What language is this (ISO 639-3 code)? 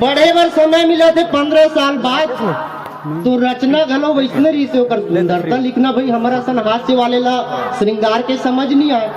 hne